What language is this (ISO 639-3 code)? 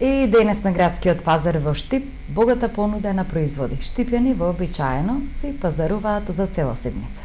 mkd